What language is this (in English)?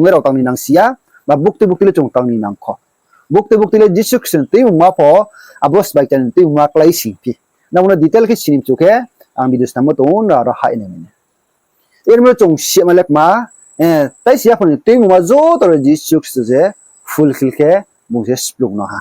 Riang (India)